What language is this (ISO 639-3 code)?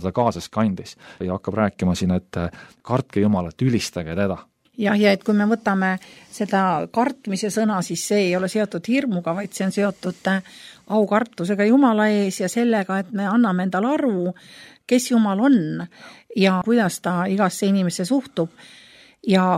est